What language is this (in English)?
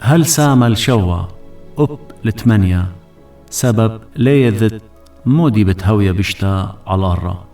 Assyrian Neo-Aramaic